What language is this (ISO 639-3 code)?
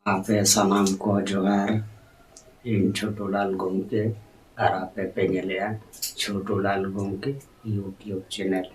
sat